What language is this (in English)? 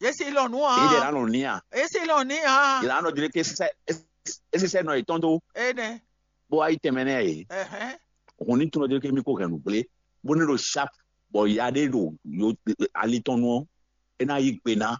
Fon